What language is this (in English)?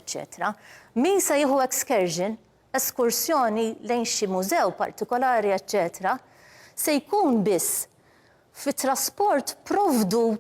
Maltese